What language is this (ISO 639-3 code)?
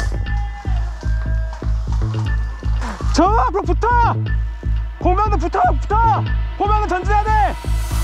kor